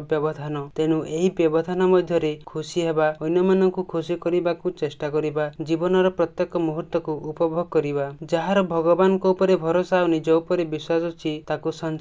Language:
Odia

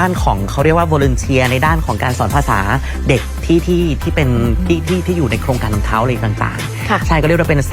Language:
Lao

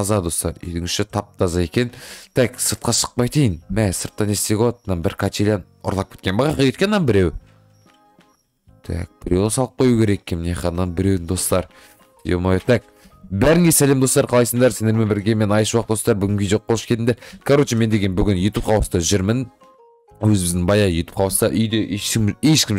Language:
Kazakh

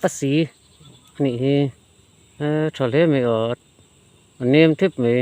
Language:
Mizo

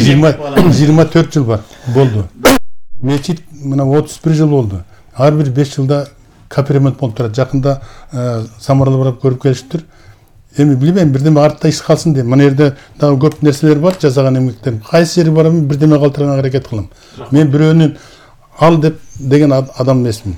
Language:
Kyrgyz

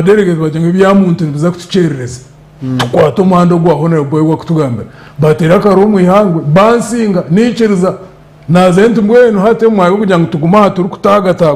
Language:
Nyankole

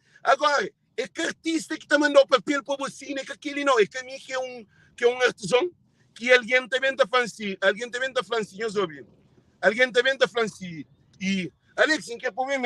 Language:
Kabuverdianu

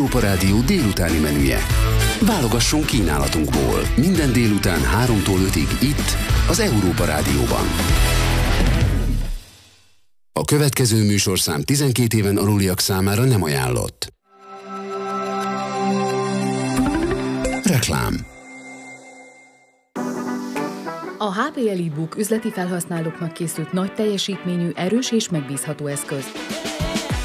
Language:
Hungarian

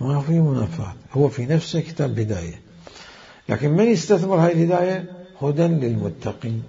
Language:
Mesopotamian Arabic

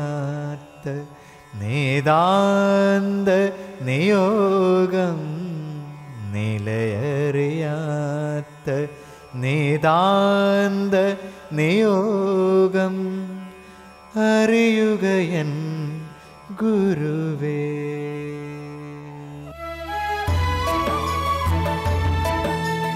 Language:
Malayalam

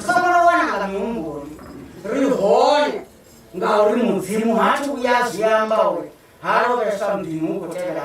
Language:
Venda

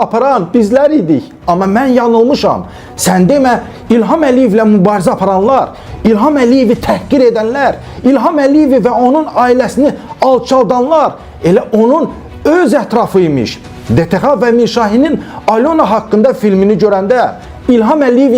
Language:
Azerbaijani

